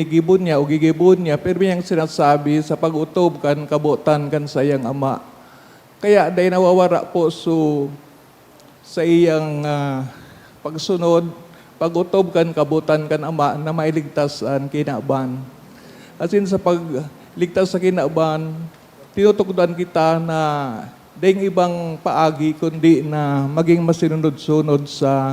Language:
Bikol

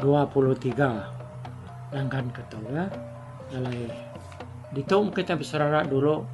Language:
Iban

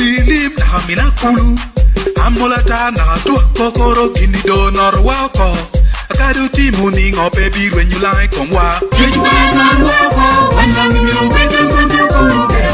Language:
Lango (Uganda)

